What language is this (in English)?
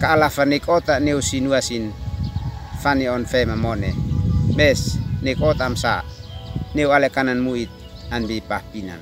Uab Meto